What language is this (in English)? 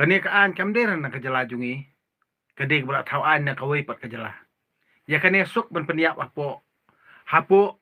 Khasi